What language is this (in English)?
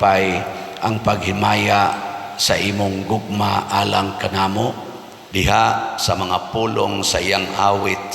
Cebuano